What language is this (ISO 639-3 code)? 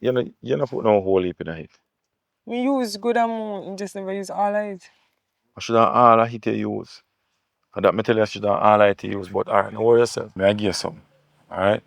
jam